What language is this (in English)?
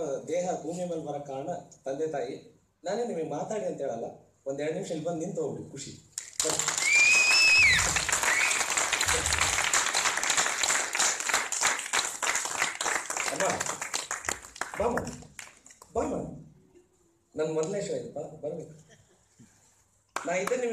Kannada